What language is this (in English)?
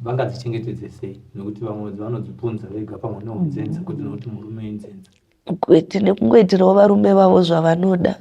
Shona